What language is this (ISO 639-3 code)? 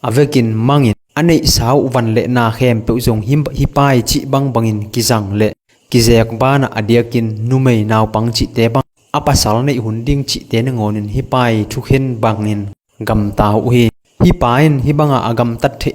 ctd